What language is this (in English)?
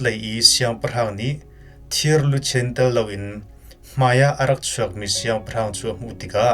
Hakha Chin